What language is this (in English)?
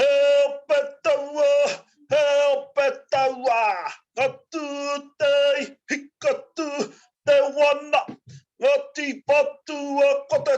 Māori